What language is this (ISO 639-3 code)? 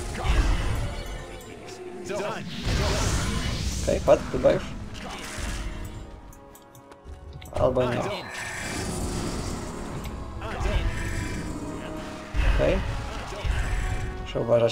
pol